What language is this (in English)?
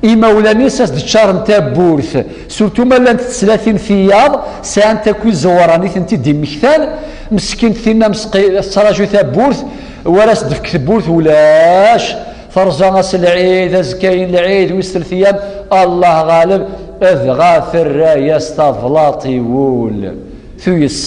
Kabyle